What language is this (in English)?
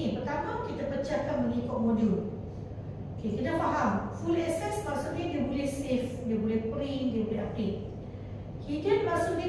Malay